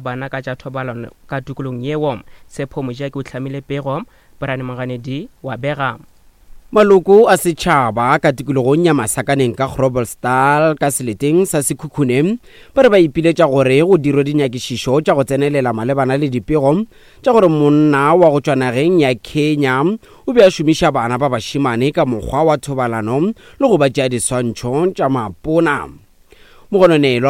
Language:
Northern Sotho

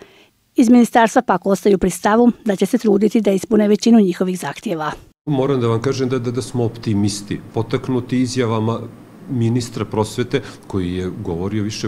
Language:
Bosnian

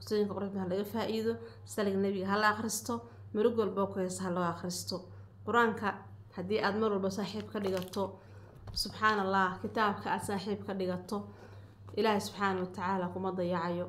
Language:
Somali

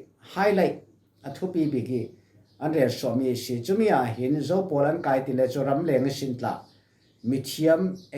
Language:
Falam Chin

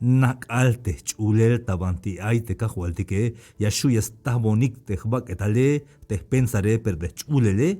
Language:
Tzeltal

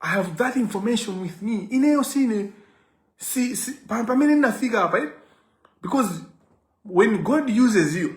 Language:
Nyanja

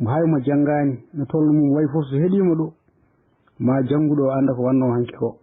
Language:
Fula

